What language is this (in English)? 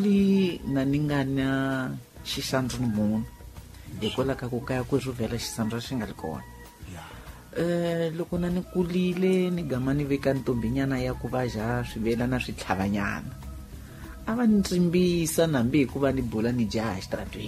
Tsonga